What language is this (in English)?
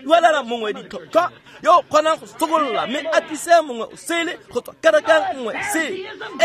Tswana